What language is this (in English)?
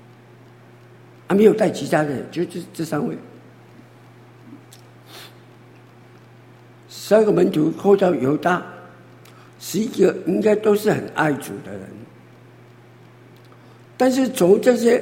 Chinese